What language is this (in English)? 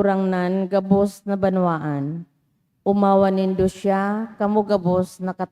Bikol